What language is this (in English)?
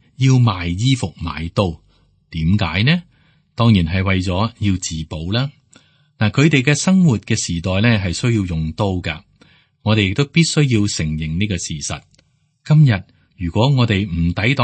Cantonese